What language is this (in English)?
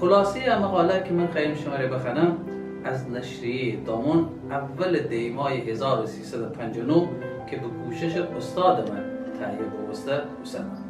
Gilaki